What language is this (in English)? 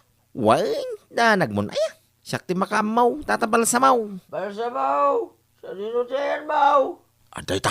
Iloko